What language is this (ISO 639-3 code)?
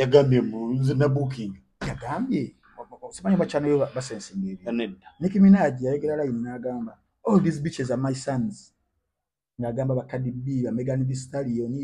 lug